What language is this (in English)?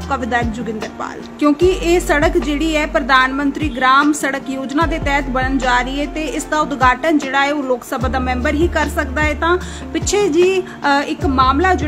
Punjabi